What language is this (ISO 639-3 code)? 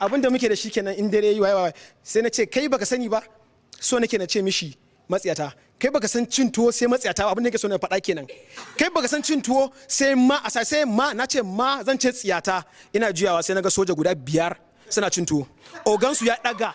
hau